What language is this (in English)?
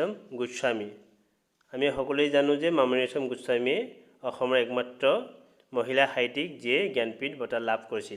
Assamese